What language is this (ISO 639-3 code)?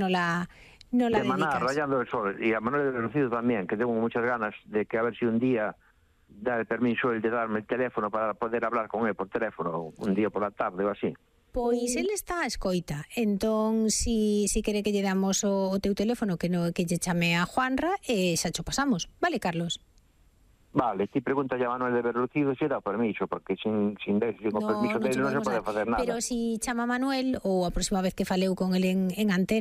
glg